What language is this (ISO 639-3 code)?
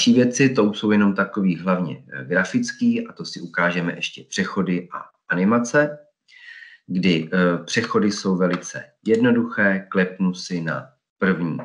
ces